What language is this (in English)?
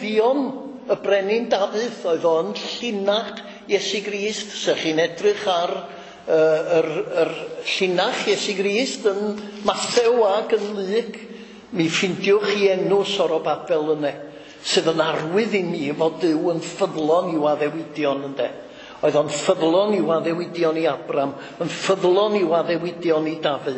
Welsh